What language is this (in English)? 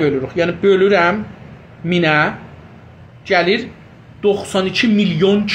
South Azerbaijani